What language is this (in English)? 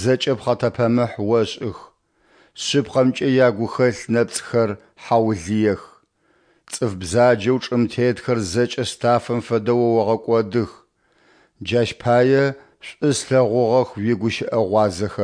Adyghe